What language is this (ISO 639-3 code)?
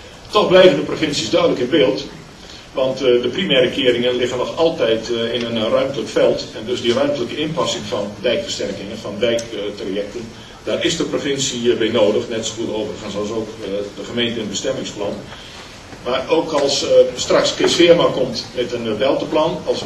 nld